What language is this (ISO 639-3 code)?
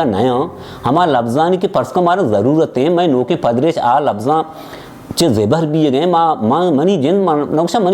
bal